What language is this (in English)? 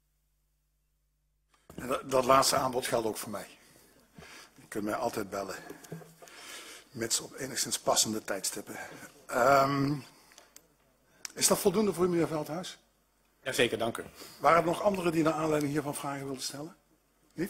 Dutch